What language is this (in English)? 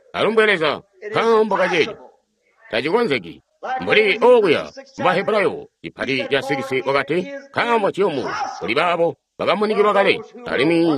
Tonga (Zambia)